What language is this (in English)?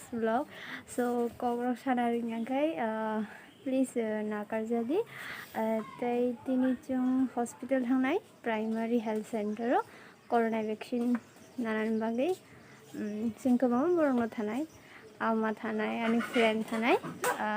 Kok Borok